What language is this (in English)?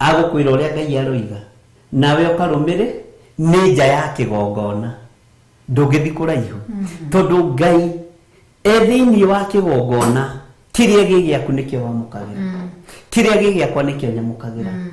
Kikuyu